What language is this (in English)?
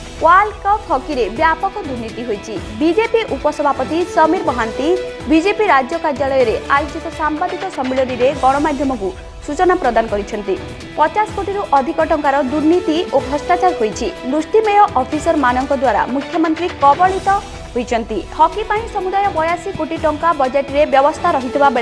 Odia